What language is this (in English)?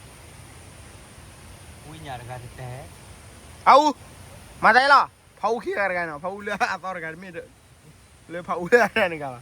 S'gaw Karen